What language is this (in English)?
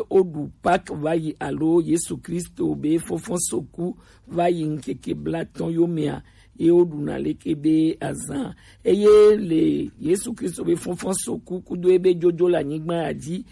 Gen